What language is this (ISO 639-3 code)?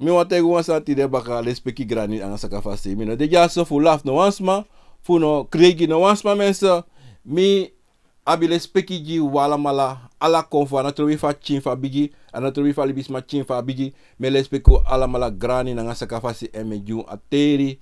srn